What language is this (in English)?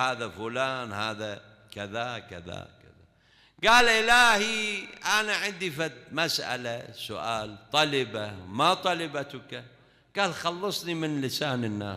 Mesopotamian Arabic